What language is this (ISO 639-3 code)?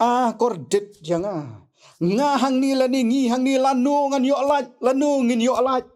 kha